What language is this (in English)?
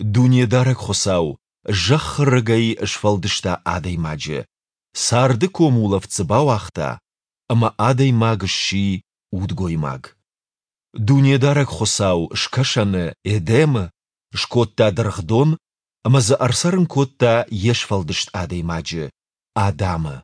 Ossetic